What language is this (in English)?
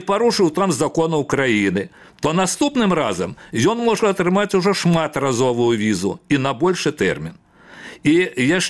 Belarusian